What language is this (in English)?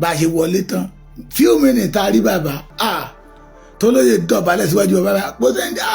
Yoruba